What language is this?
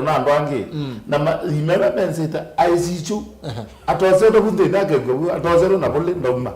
Kamba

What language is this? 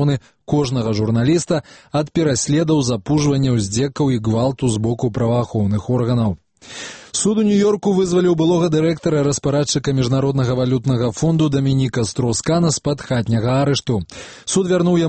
Belarusian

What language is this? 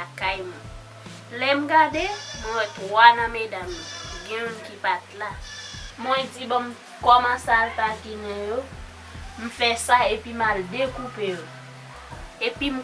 Haitian Creole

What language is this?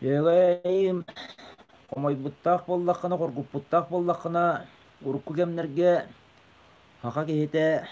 Yakut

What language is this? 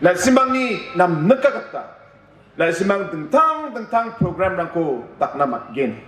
Garo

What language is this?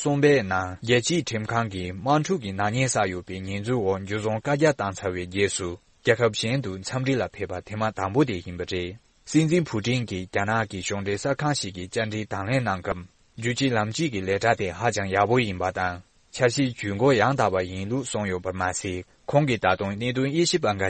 Tibetan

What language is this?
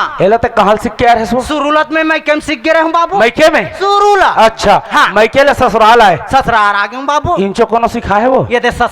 Chhattisgarhi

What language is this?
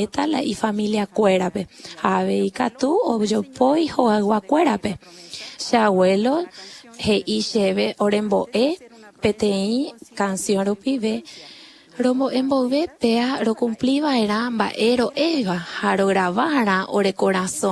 Guarani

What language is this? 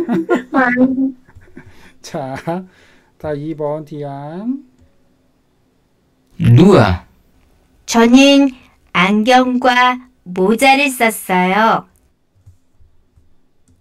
Korean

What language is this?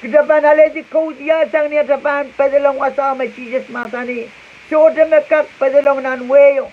Pohnpeian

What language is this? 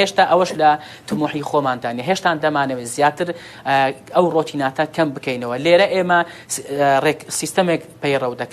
Central Kurdish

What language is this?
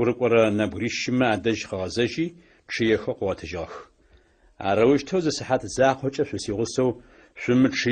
Adyghe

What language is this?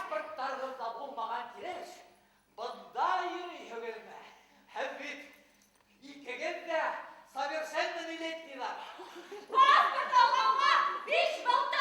Bashkir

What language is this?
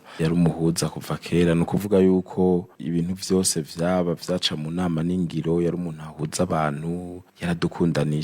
Rundi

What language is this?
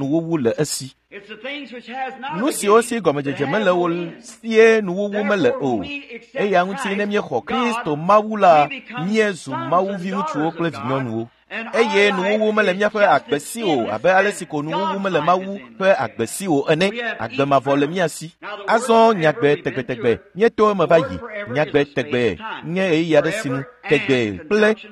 Ewe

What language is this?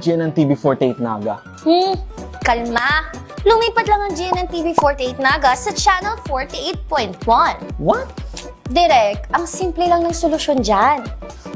Bikol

